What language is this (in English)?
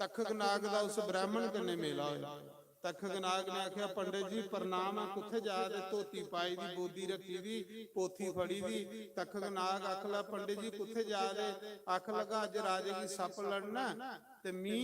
Dogri